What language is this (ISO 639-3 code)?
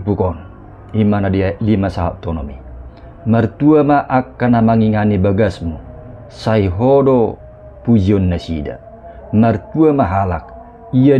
bbc